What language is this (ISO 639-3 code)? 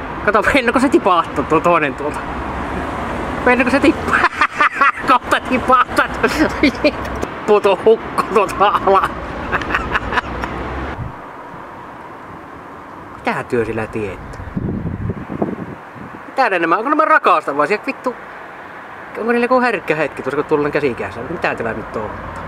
fin